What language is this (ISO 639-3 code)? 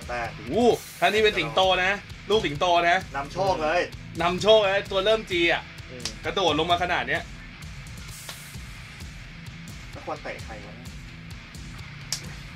tha